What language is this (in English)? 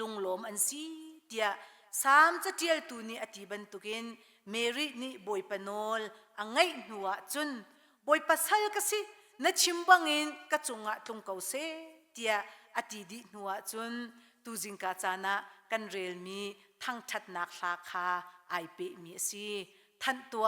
Hakha Chin